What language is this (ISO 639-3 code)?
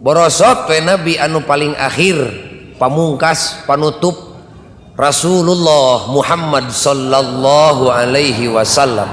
sun